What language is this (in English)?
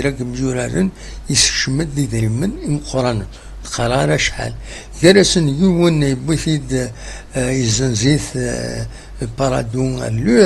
Kabyle